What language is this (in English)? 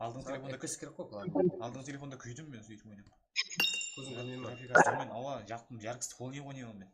Kara-Kalpak